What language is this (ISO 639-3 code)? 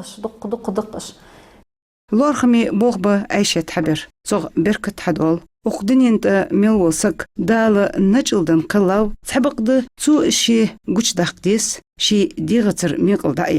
inh